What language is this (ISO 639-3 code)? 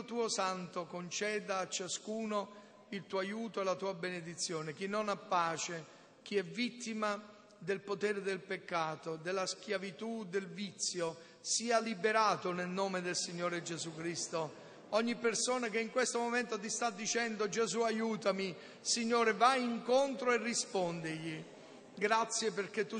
ita